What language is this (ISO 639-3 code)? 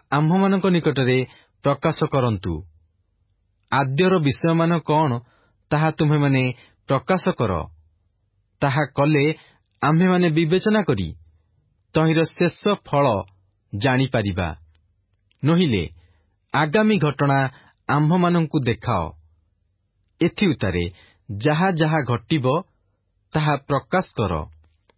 ori